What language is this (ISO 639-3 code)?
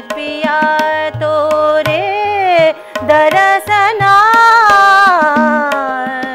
hin